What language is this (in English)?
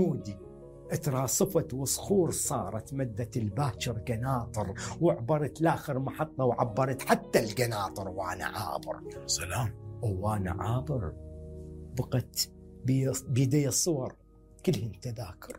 Mesopotamian Arabic